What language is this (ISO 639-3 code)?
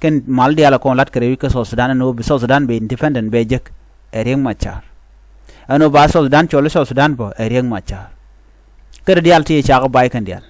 nus